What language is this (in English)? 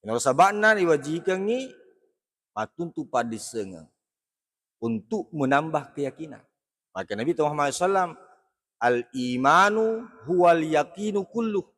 Buginese